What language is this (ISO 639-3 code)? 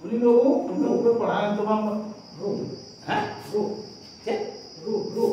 sat